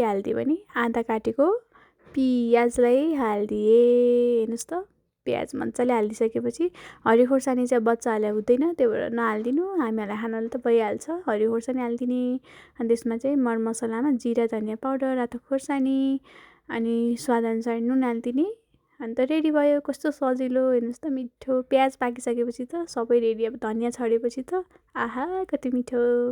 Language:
Nepali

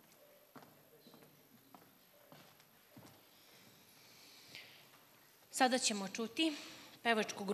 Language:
Serbian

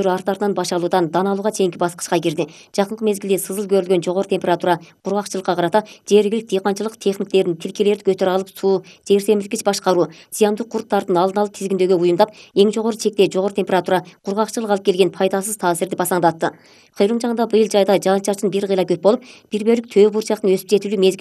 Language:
Kyrgyz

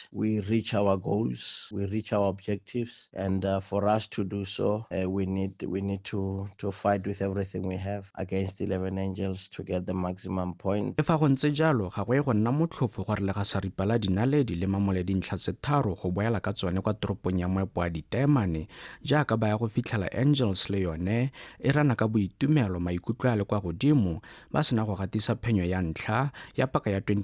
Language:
Tswana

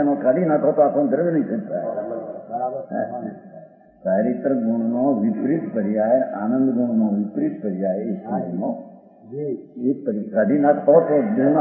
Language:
Gujarati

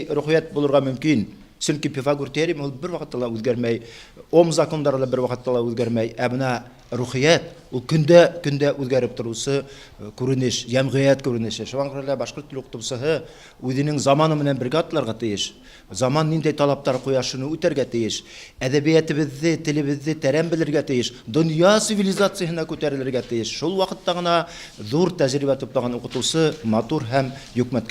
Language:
Bashkir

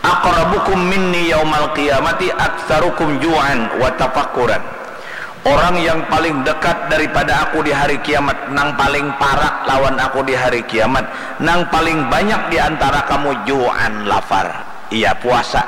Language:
Banjar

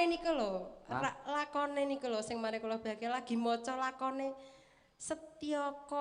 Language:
Javanese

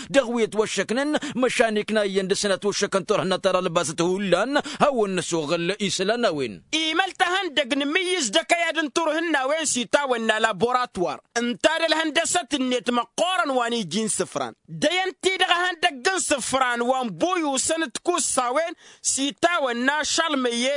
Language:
Tamasheq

